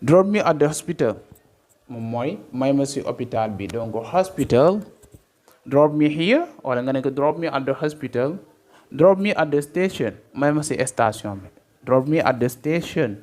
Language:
Wolof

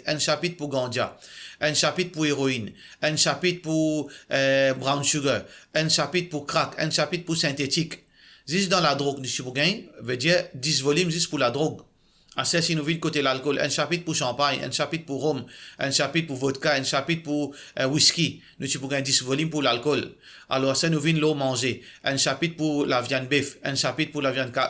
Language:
Morisyen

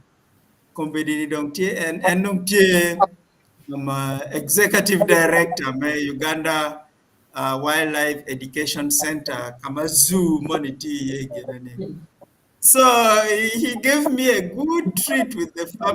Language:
Acoli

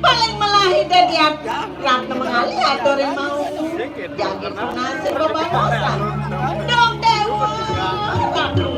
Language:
Balinese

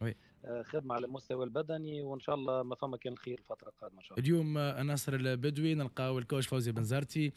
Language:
Tunisian Arabic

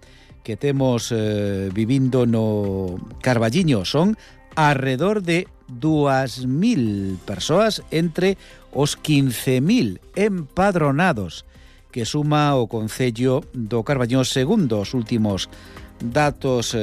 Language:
Galician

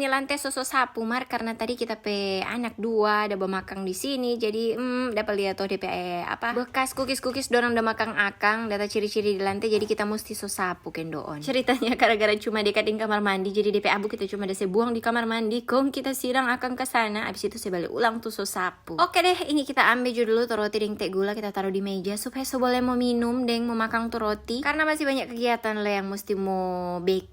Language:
Manado Malay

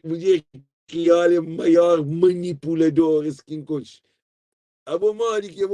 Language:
Kabuverdianu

